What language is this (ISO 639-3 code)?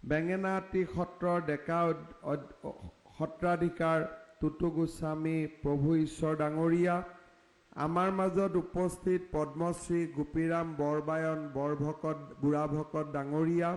asm